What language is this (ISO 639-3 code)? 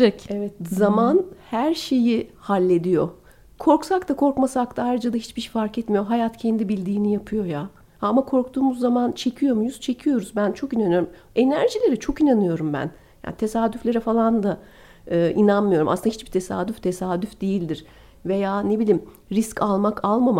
tur